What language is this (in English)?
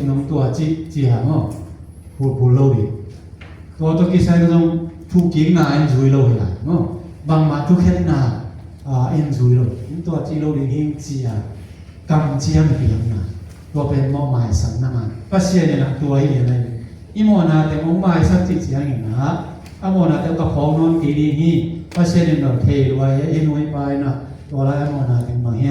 Tedim Chin